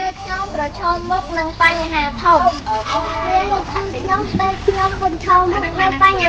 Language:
Khmer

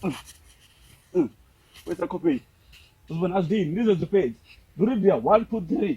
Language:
Venda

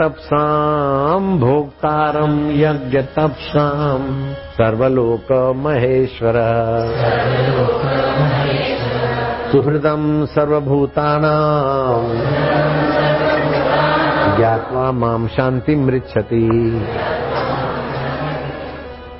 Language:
Hindi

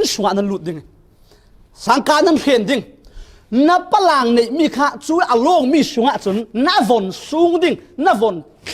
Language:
Falam Chin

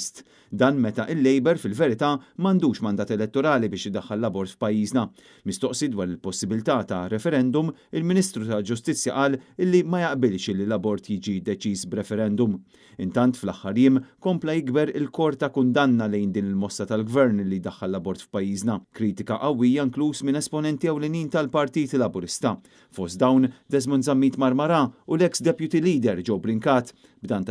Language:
Maltese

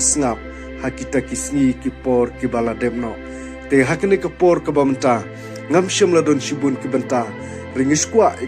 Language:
Khasi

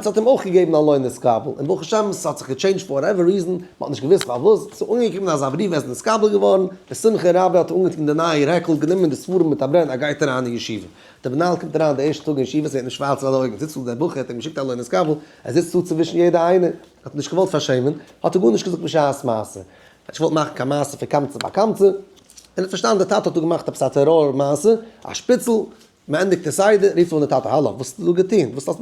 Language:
Yiddish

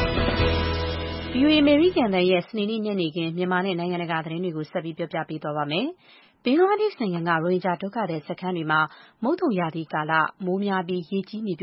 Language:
Burmese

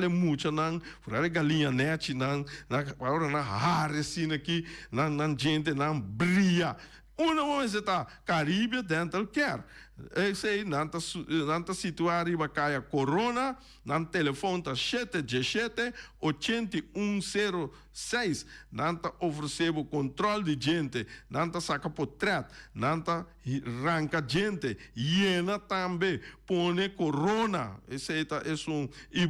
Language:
Papiamento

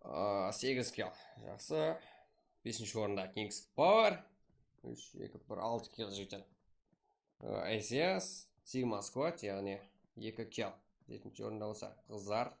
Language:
Kara-Kalpak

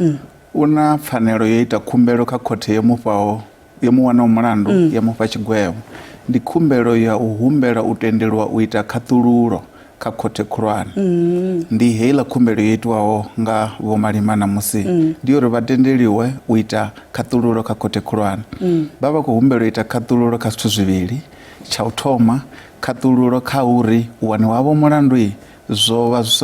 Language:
Venda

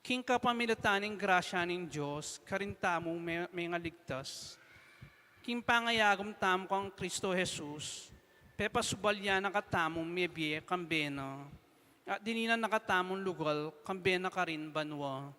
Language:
Pampanga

